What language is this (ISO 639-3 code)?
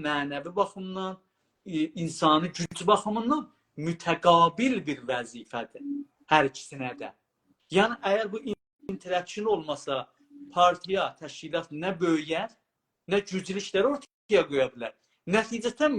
azb